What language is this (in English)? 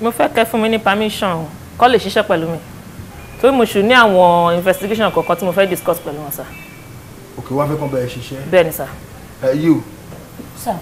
Yoruba